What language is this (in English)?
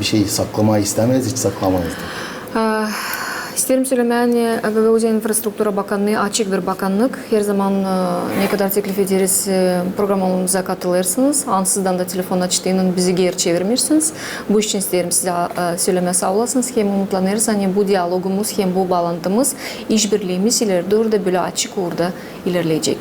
Gagauz